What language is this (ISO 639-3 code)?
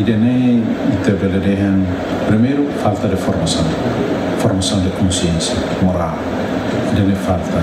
tet